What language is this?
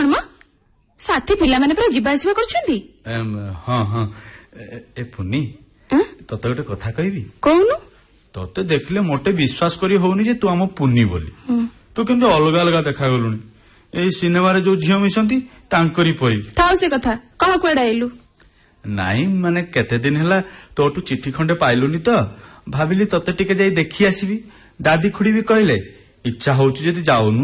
Odia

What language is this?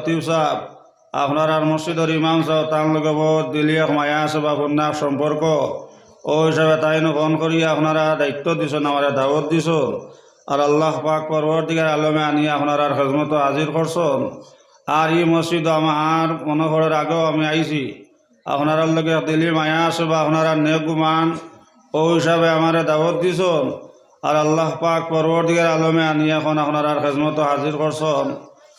Sylheti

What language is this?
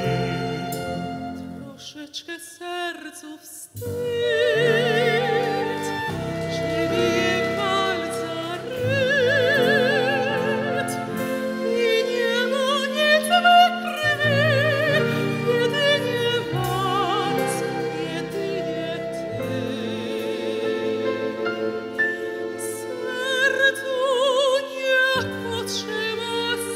Polish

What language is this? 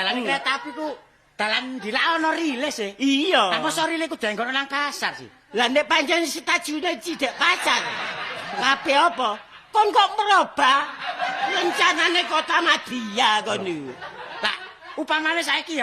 Javanese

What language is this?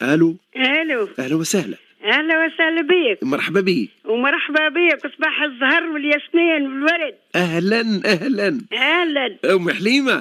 Tunisian Arabic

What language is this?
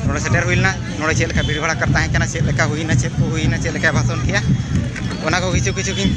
Santali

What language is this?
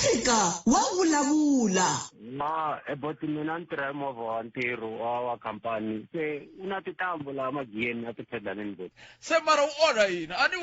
Tsonga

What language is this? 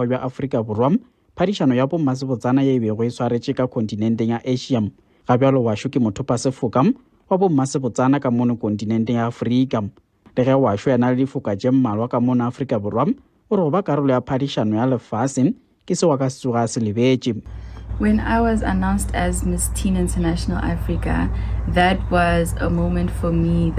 Northern Sotho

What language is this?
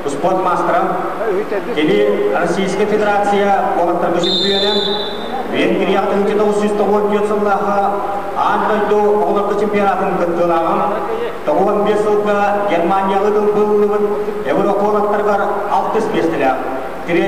Yakut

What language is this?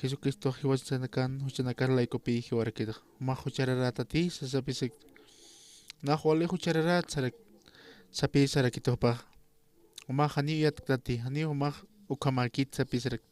Aymara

